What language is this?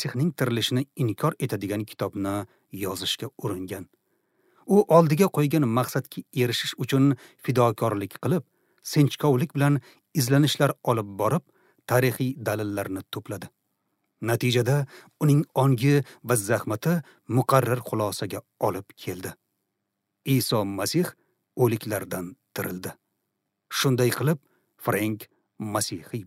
Uzbek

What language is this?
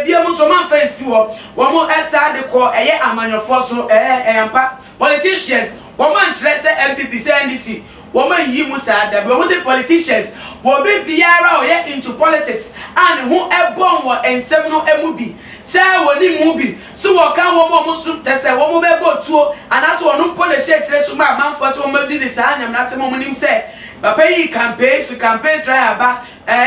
Akan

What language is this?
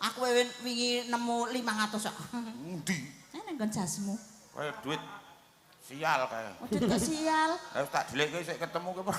Javanese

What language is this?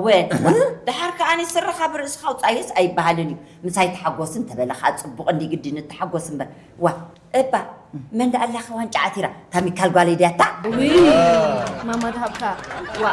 Tigrinya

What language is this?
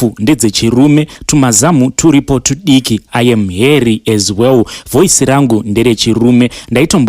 Shona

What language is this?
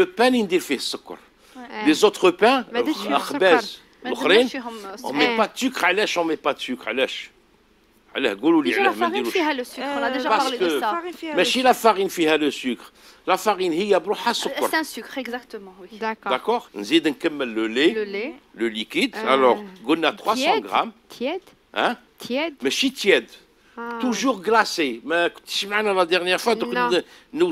Algerian Arabic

